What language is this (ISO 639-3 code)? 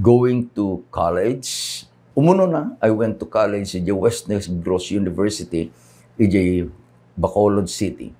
ilo